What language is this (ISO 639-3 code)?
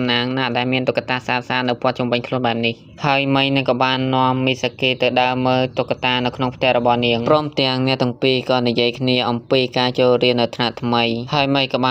khm